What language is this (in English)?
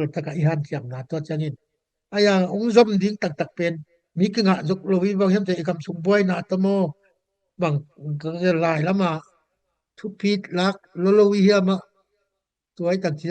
Tedim Chin